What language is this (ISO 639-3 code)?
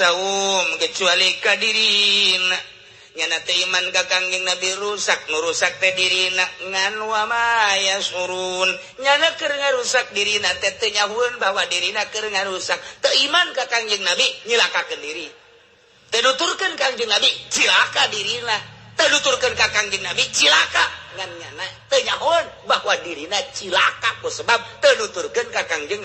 sun